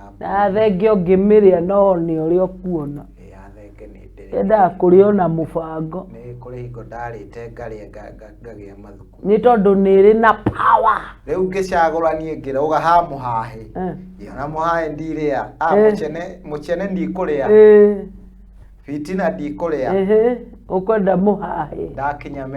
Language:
Kikuyu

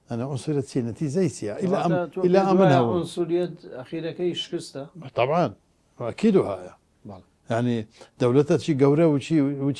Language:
Central Kurdish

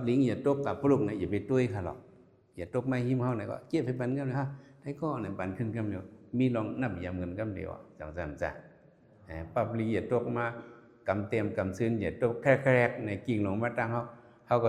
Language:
Shan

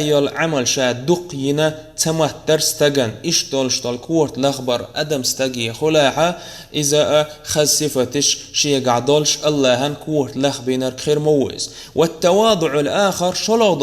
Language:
Chechen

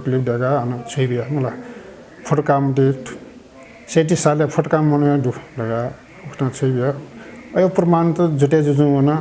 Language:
Newari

